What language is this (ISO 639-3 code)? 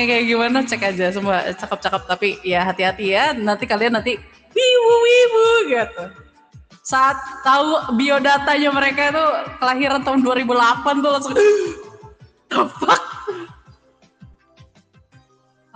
ind